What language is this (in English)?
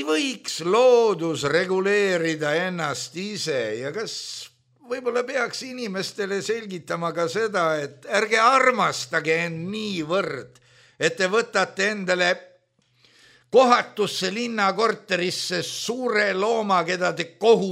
Estonian